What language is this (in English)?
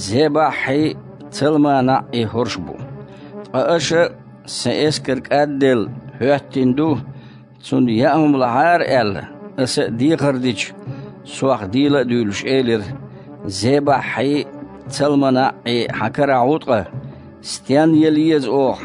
Chechen